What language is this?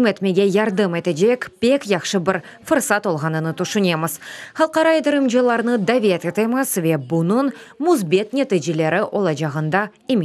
Crimean Tatar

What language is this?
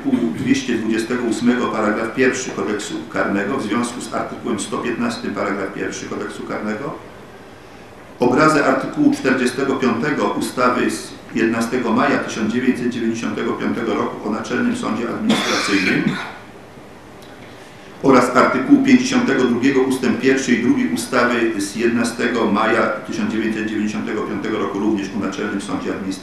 Polish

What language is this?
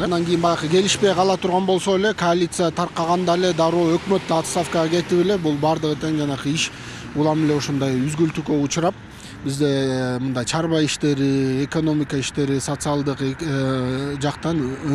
Kyrgyz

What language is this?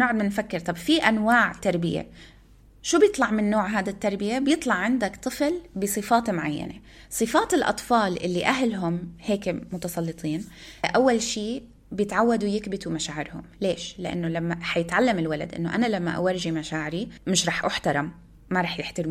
North Levantine Arabic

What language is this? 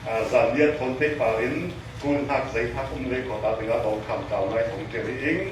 Falam Chin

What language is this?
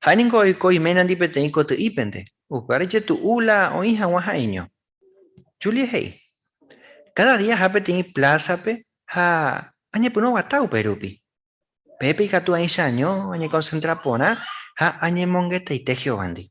Guarani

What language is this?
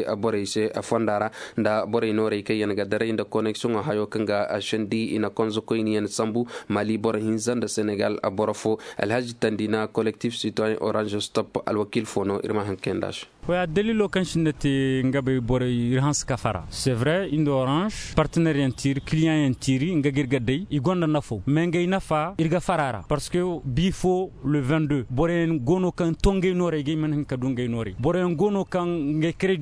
Koyraboro Senni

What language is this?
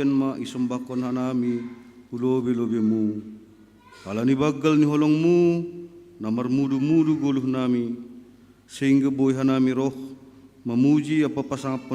Batak Simalungun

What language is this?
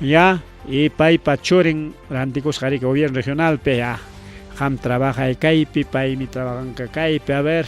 Ayacucho Quechua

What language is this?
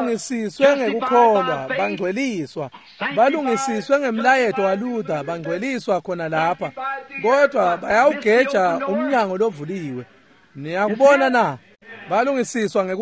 Swati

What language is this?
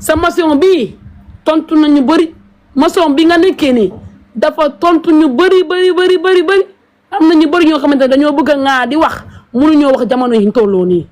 Wolof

